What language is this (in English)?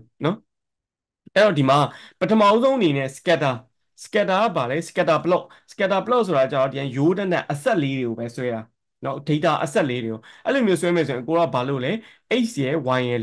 Burmese